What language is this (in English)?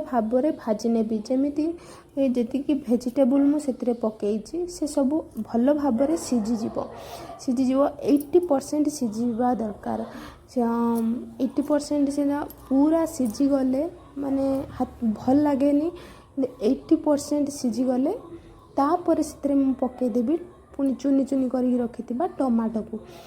Odia